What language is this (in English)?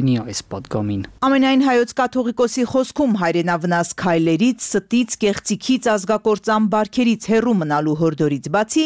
Armenian